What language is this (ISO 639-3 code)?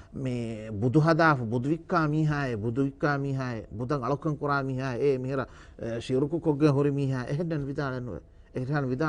div